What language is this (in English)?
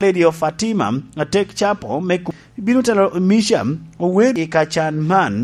Lango (Uganda)